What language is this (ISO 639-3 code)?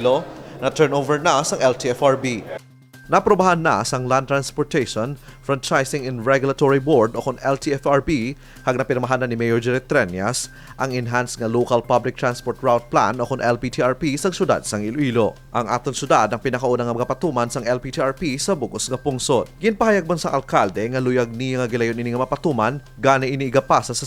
hil